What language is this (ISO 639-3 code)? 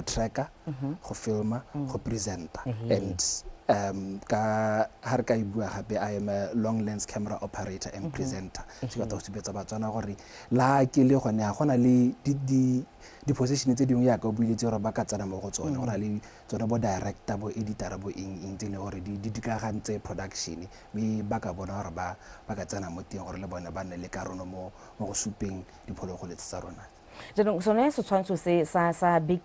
tsn